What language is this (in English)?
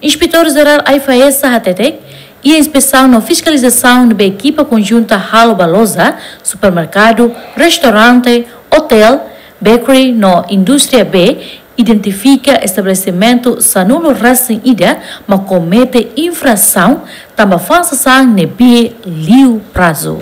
Tetum